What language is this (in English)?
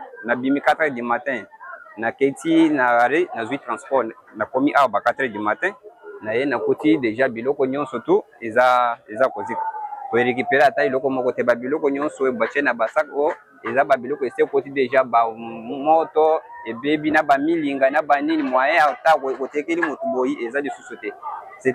Lingala